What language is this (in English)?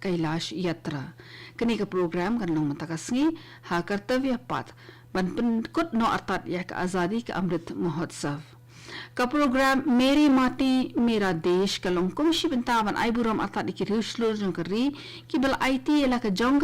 Khasi